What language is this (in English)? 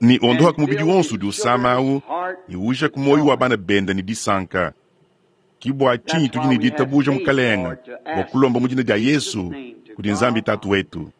Luba-Lulua